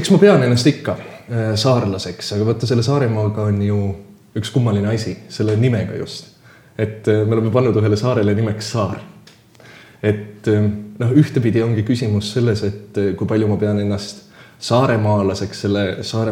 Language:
Estonian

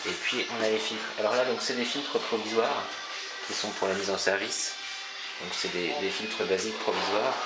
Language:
French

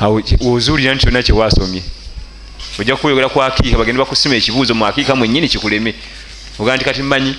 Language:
Ganda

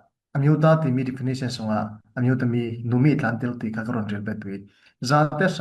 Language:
Falam Chin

